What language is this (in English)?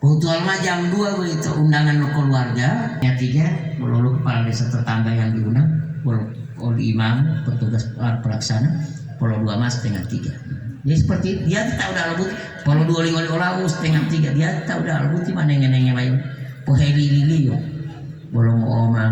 Gorontalo